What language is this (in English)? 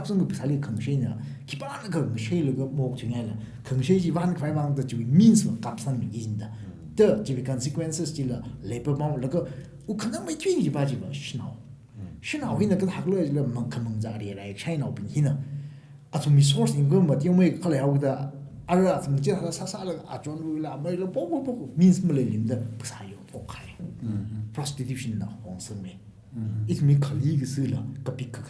Tangkhul Naga (India)